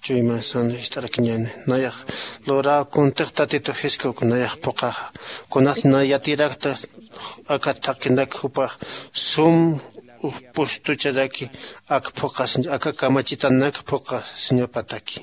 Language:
Aymara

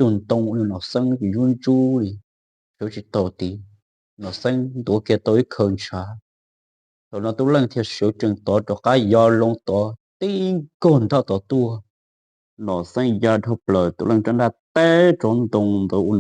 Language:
Hmong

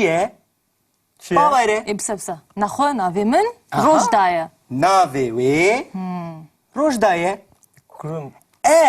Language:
Kurdish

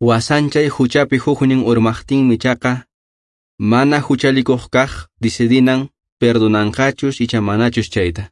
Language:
Quechua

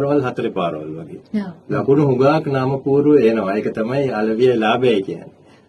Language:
Sinhala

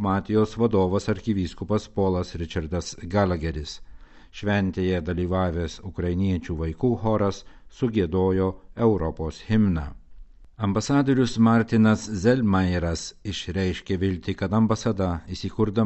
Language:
Lithuanian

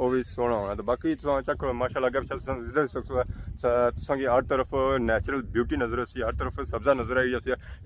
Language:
Pahari-Potwari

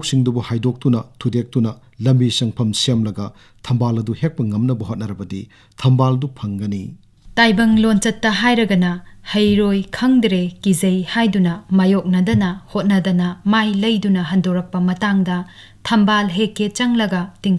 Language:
Manipuri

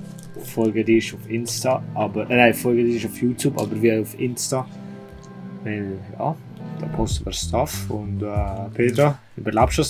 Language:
Swiss German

